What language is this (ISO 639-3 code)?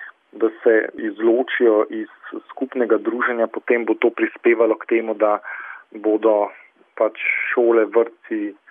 slv